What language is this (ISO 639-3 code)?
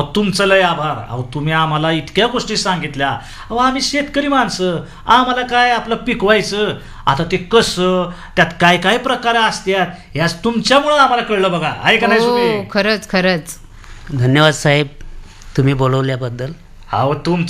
mar